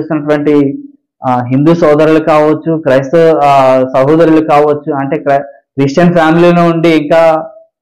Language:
Telugu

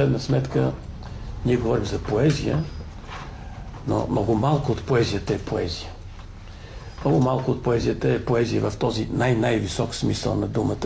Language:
Bulgarian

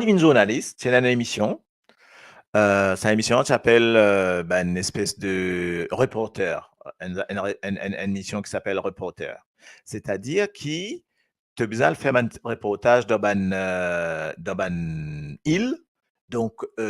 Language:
Morisyen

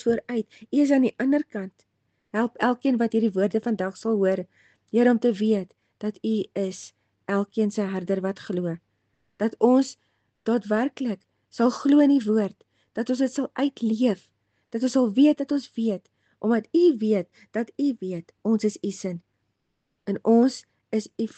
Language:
Afrikaans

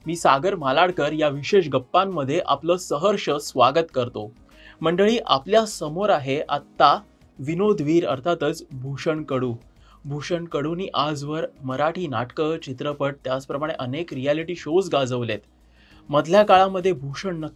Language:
Marathi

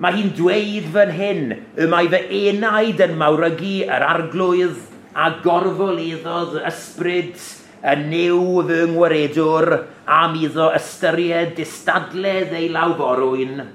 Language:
Welsh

